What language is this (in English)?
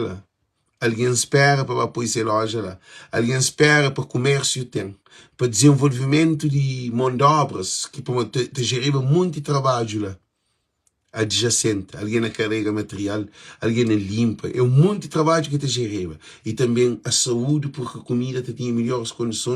Kabuverdianu